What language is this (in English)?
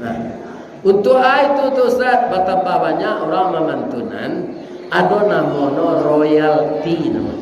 Minangkabau